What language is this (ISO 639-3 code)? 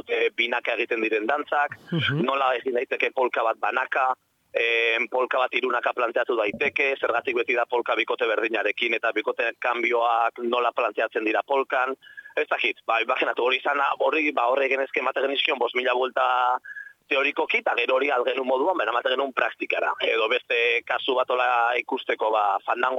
eus